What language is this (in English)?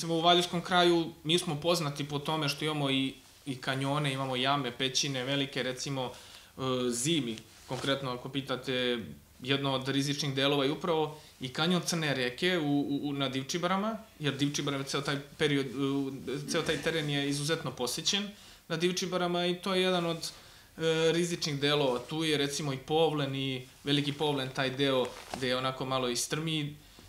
Serbian